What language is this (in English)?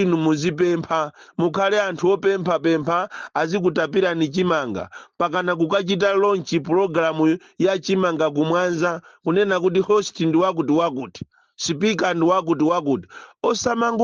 Nyanja